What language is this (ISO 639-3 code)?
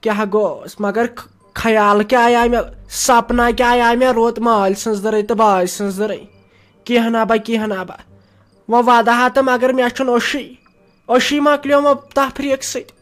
kas